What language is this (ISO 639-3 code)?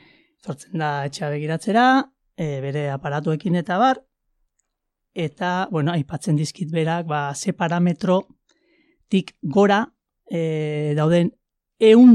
eus